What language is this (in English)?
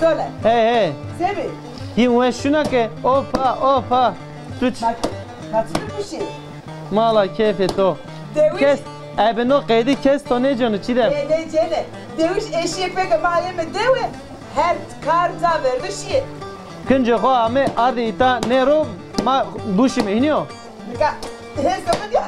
Zaza